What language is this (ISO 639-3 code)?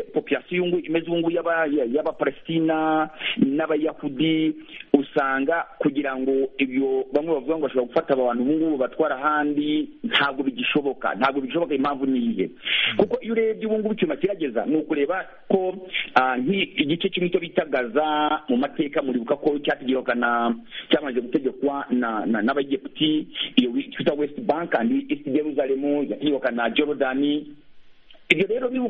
kin